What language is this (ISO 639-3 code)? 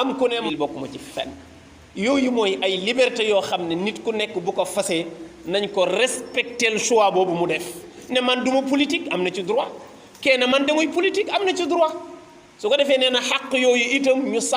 wol